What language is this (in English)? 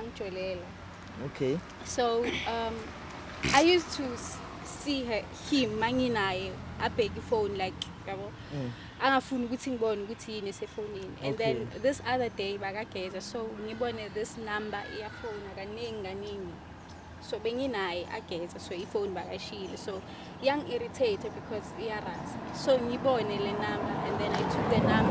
Zulu